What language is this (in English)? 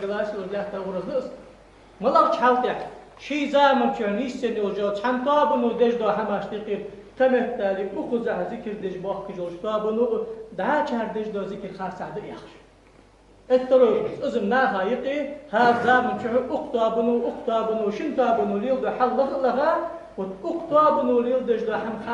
Ingush